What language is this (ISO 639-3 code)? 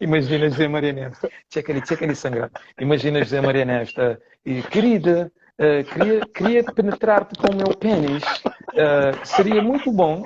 kea